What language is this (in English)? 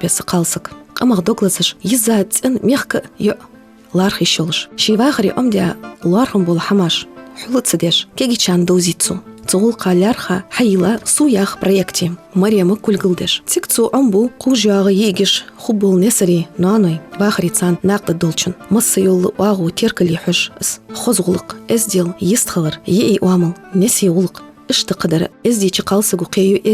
Ingush